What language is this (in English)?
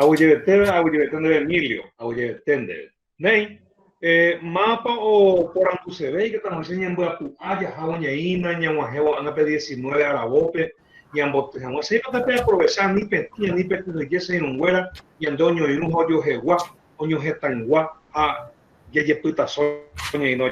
Guarani